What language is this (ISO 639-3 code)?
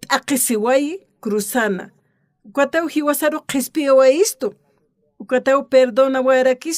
aym